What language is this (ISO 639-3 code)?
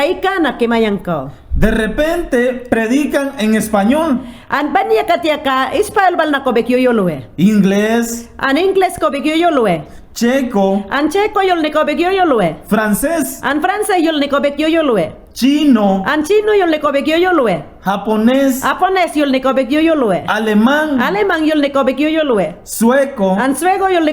yan